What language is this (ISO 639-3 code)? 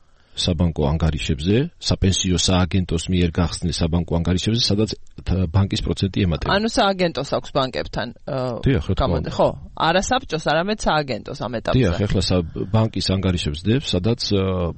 kat